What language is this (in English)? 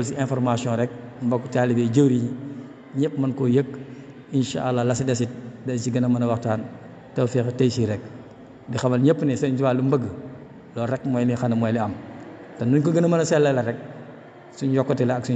Wolof